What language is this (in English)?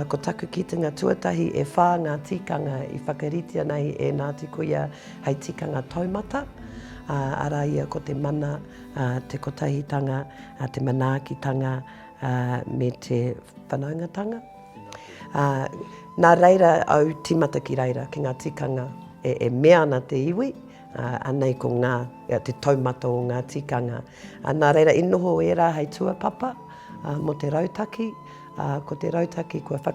Māori